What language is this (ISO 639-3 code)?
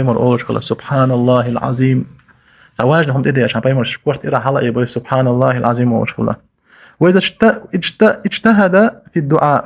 che